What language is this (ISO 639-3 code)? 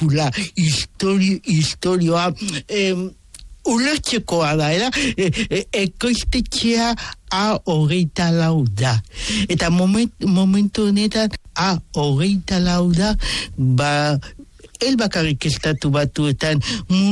eus